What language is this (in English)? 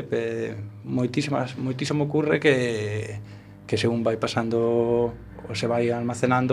Galician